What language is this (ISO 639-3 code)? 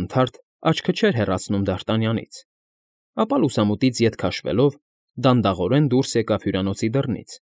hye